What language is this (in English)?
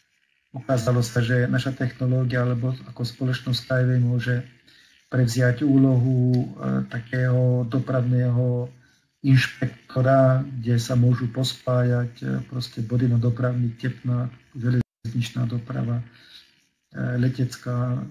Slovak